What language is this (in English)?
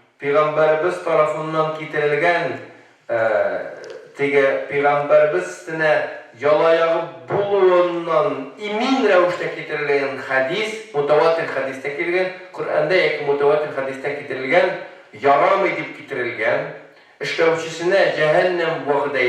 Tatar